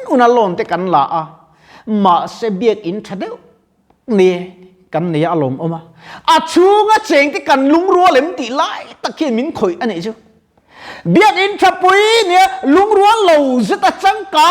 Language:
Mizo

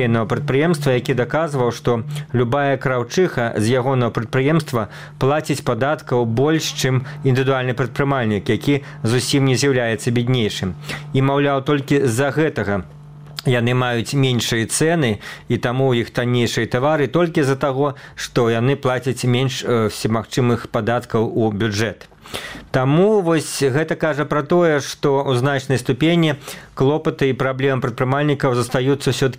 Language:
Belarusian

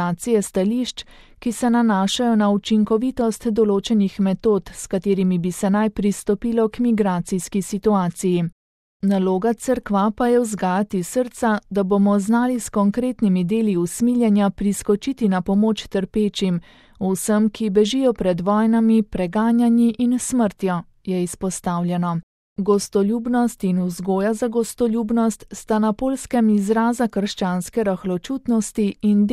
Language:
Slovenian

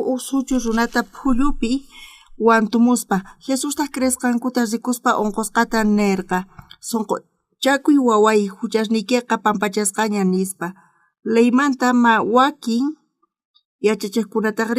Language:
South Bolivian Quechua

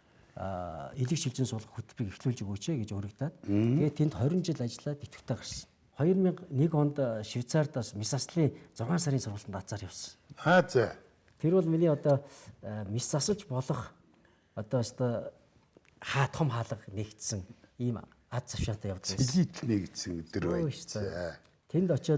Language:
Mongolian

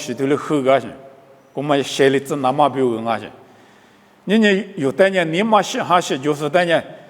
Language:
Lisu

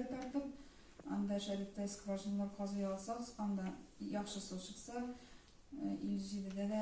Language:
Tatar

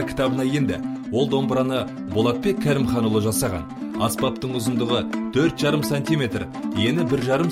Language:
Kazakh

